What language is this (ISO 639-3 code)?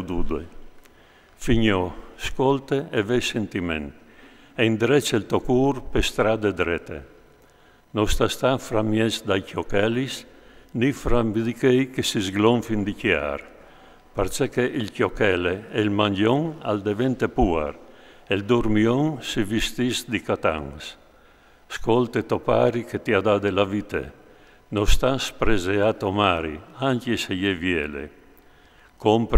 fur